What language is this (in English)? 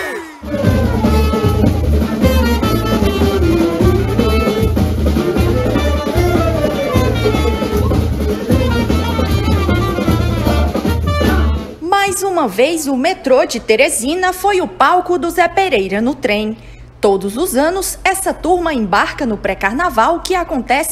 Portuguese